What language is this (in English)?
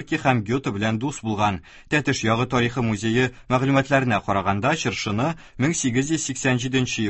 Tatar